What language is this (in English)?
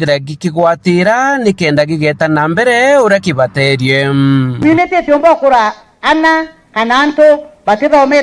Meru